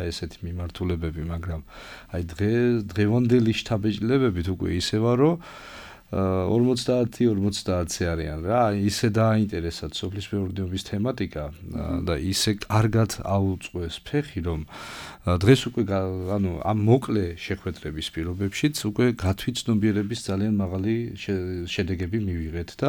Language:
Georgian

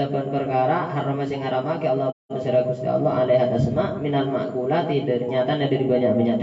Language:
Madurese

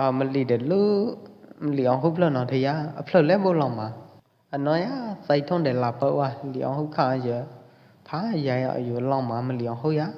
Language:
Pwo Eastern Karen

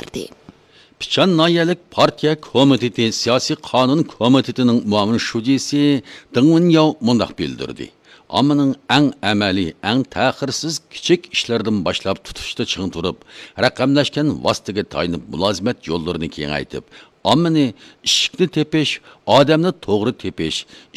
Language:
Uyghur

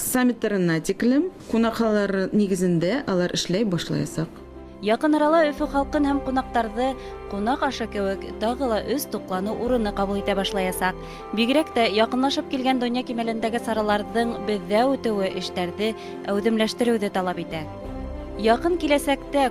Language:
Bashkir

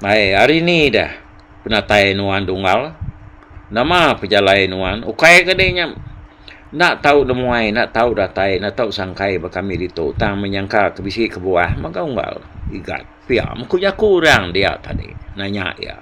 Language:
Iban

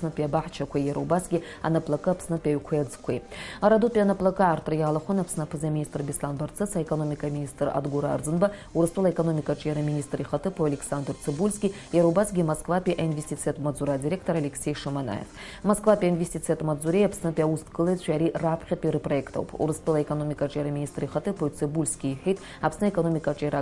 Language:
Abkhazian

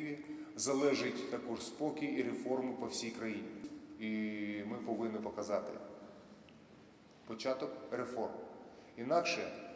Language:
Ukrainian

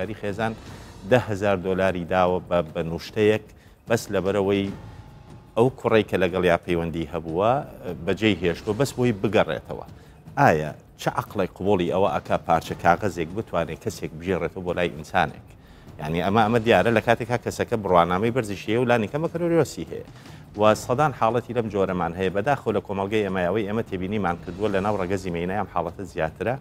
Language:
Central Kurdish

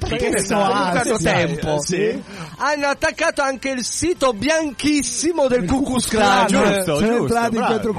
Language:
Italian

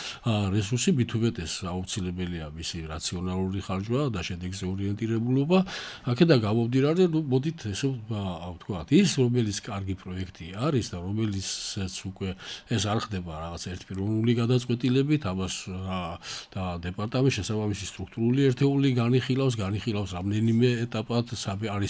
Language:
Georgian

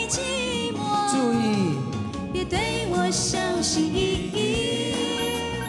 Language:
Chinese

